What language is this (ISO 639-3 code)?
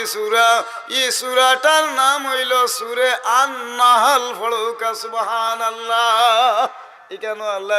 syl